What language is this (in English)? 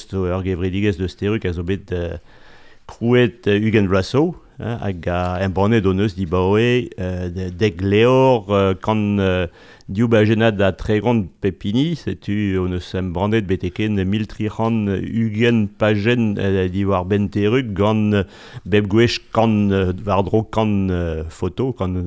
Breton